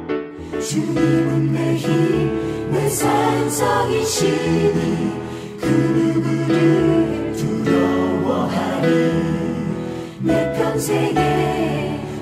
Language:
Korean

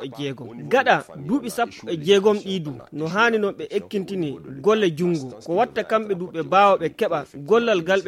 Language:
Fula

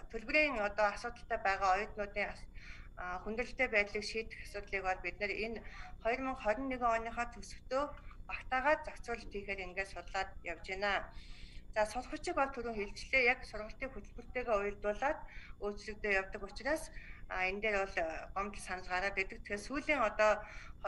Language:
Mongolian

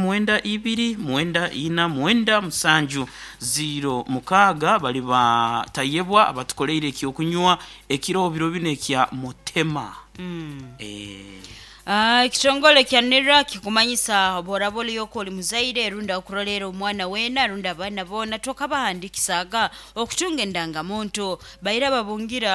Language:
Nyoro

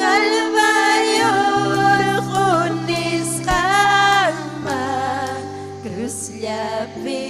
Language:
Ayacucho Quechua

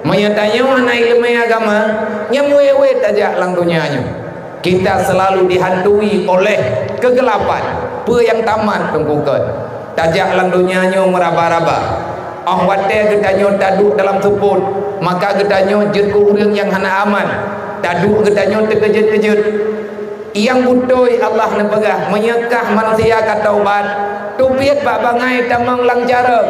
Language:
Achinese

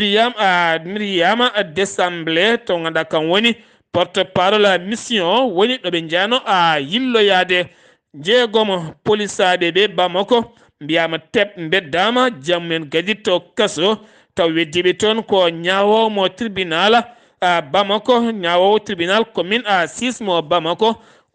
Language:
Fula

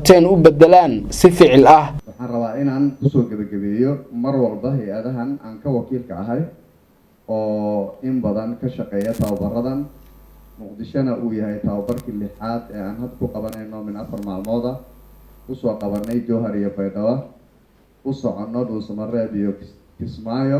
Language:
Somali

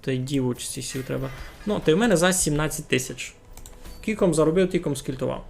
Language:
Rusyn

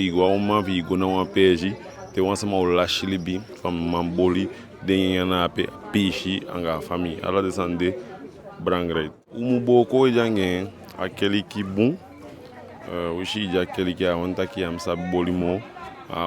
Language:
Eastern Maroon Creole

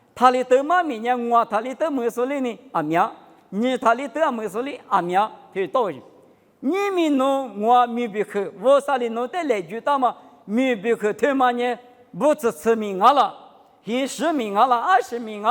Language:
Lisu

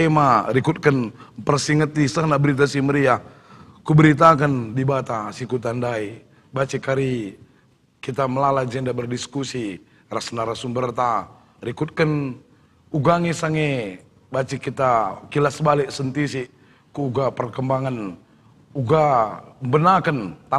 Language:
Batak Karo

